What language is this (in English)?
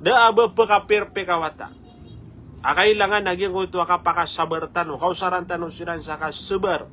Maranao